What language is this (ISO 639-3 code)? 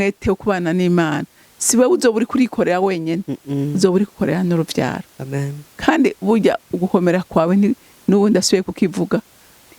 run